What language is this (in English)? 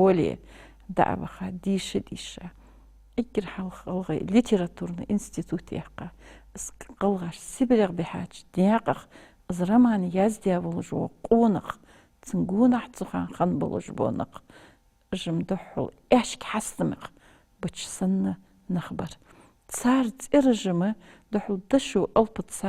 Ingush